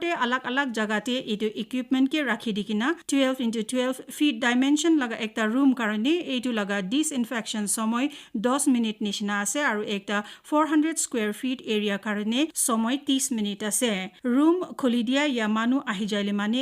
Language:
Naga Pidgin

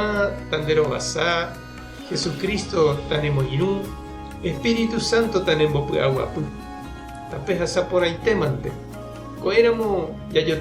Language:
Guarani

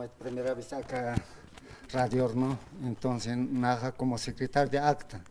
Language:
Aymara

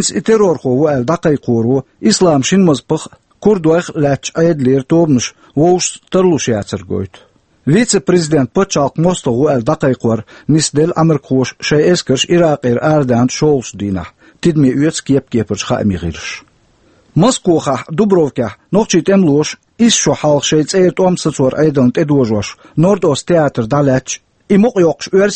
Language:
Chechen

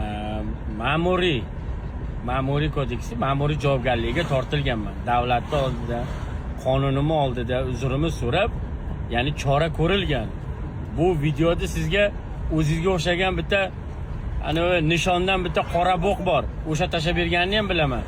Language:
Uzbek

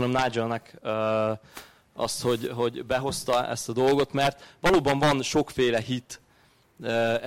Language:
Hungarian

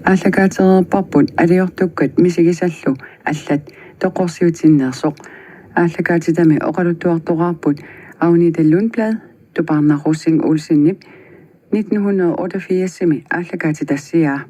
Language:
Kalaallisut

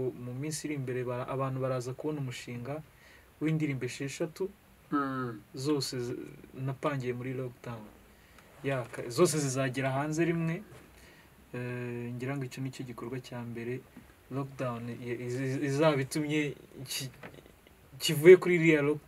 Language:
Kinyarwanda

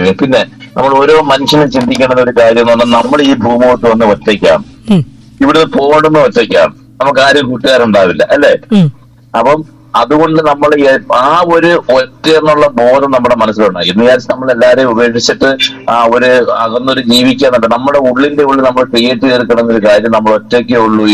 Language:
Malayalam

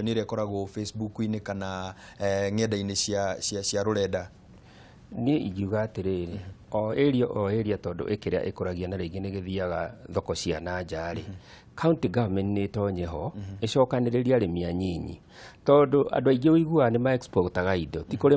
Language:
Kikuyu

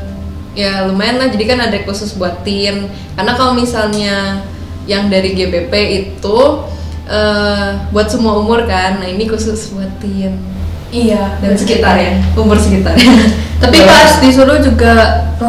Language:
Indonesian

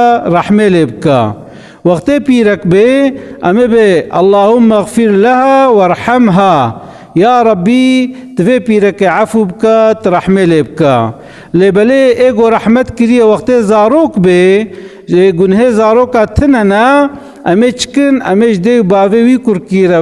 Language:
Kurdish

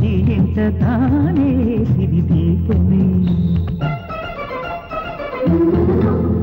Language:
Telugu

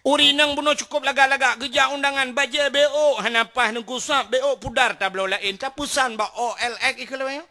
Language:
Achinese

